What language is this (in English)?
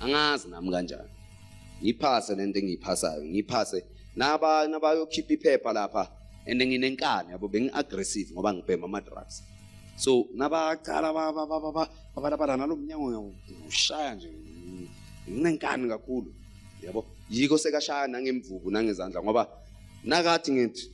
Zulu